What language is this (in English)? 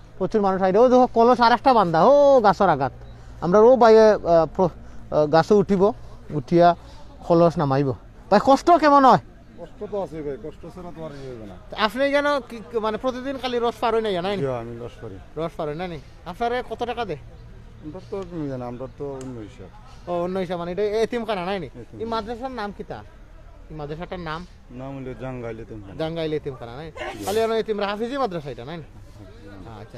Sylheti